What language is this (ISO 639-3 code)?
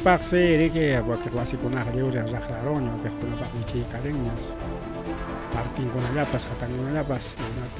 quy